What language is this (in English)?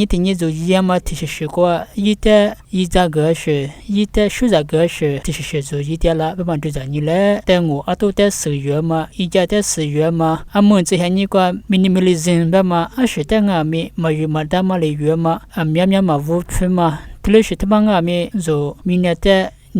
Lisu